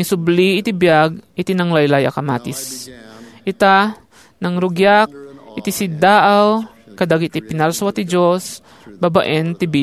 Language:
Iloko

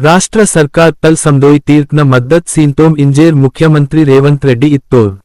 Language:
Gondi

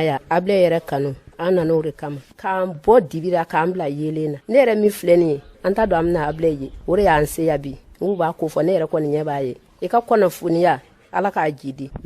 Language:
Bambara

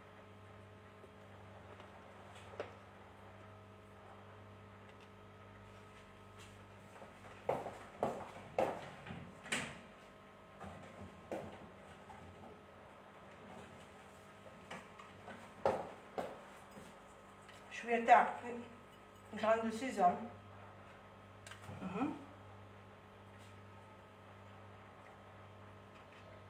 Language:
Algerian Arabic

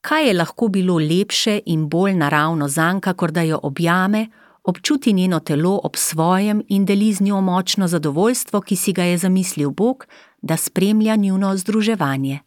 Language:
Slovenian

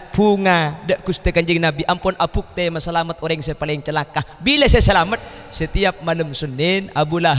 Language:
Madurese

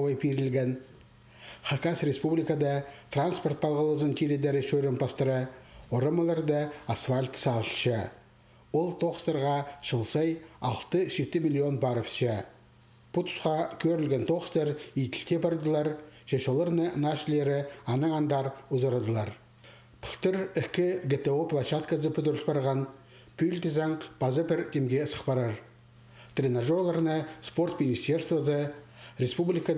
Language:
Khakas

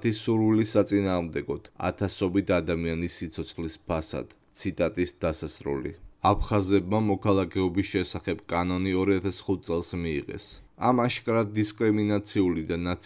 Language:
Georgian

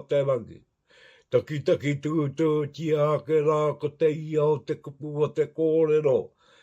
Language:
Māori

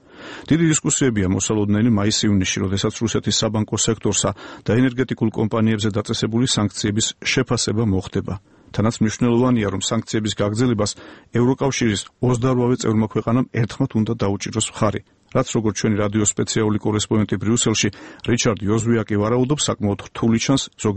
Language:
Georgian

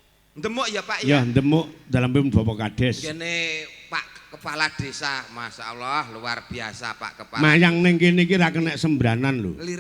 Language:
Javanese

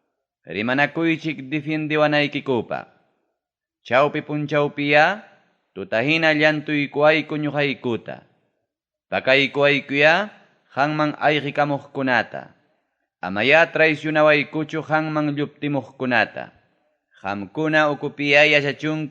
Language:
Ayacucho Quechua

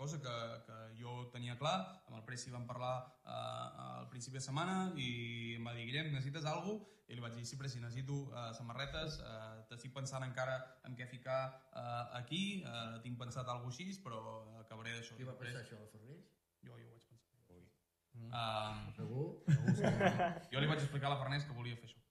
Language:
Catalan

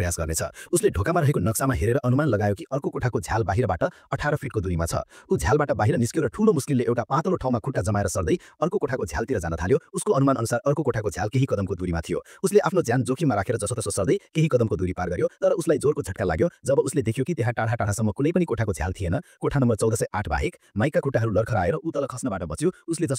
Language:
Nepali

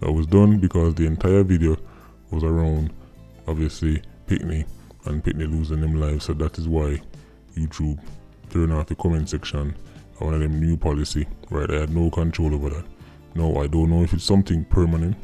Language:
Jamaican Creole English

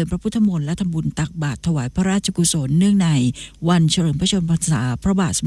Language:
Thai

